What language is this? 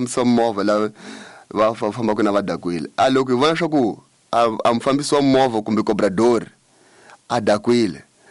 Tsonga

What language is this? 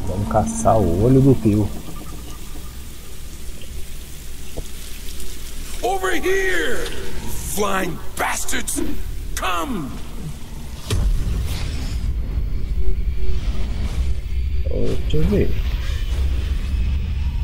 Portuguese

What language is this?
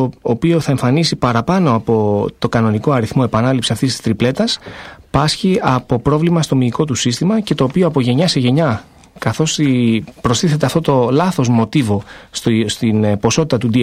Greek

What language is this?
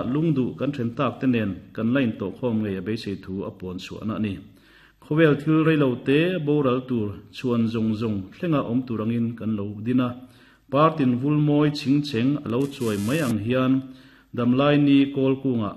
Mizo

